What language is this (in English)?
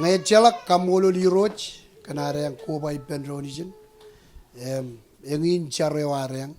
Marshallese